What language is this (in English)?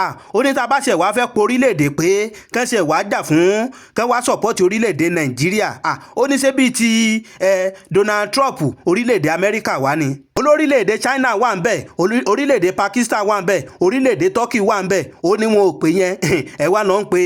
Yoruba